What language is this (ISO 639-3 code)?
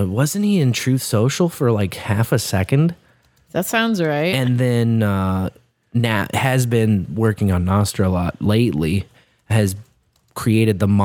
eng